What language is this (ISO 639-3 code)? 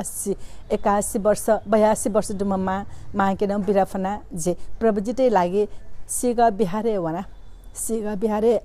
new